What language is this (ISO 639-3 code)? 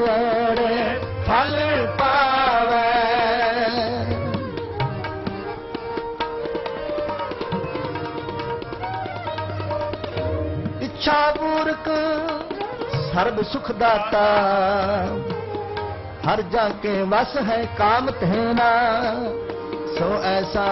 pan